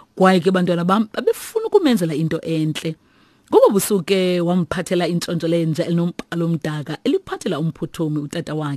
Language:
Xhosa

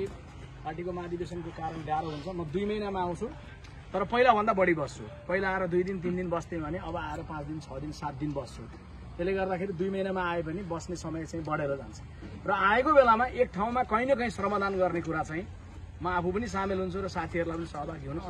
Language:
Nepali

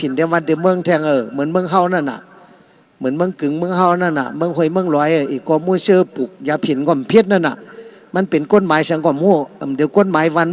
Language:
Shan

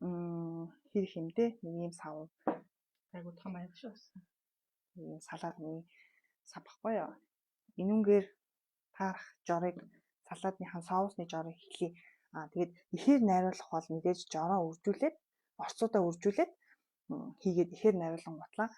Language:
Mongolian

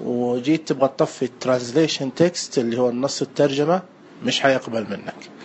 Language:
Najdi Arabic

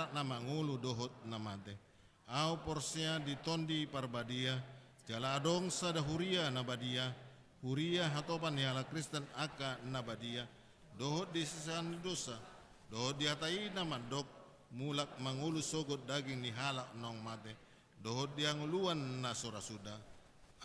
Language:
Batak Toba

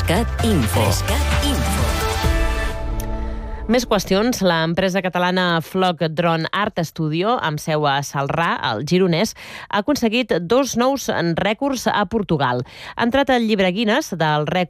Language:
Catalan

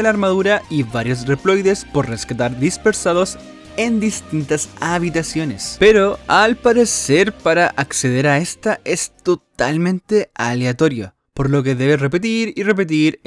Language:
Spanish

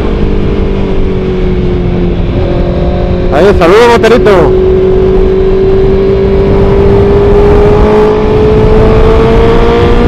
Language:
Spanish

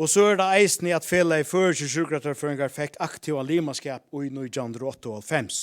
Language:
Faroese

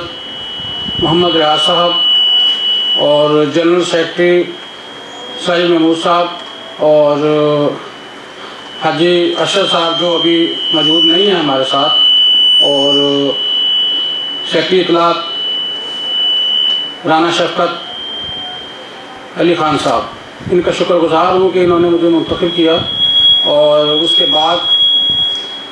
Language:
Urdu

